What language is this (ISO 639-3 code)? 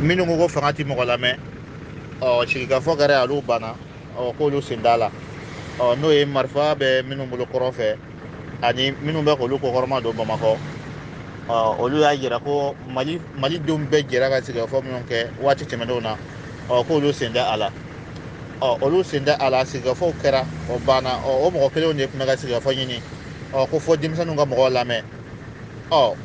bam